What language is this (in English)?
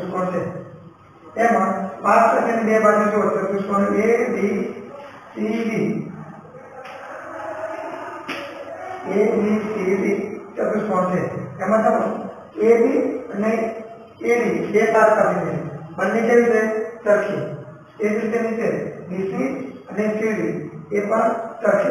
Gujarati